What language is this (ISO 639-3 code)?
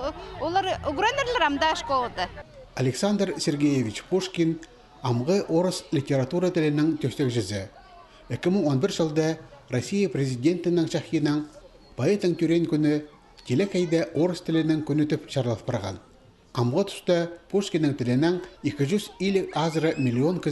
kjh